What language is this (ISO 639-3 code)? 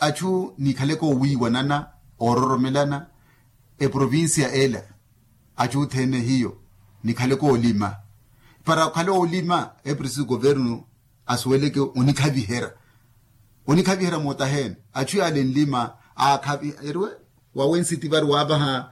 vmw